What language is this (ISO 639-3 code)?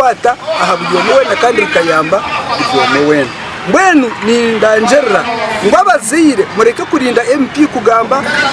nyn